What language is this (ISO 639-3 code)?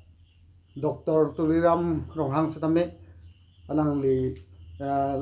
mjw